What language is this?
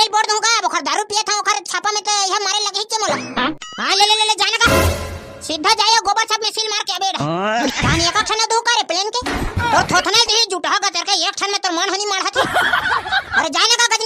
Chhattisgarhi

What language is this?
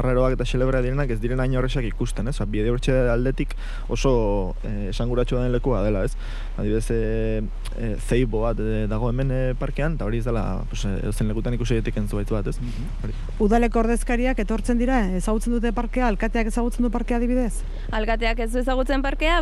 Basque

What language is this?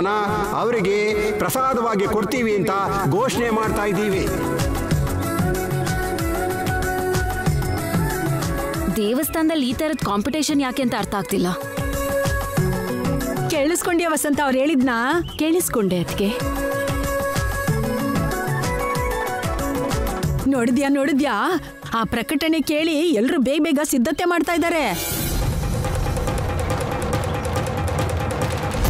Kannada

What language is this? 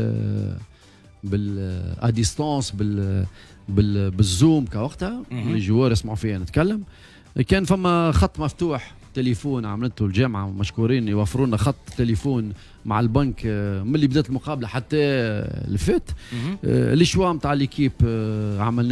Tunisian Arabic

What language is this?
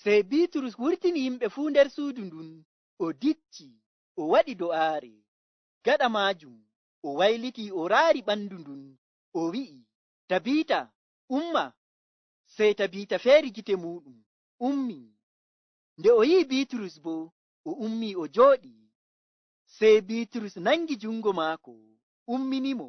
Fula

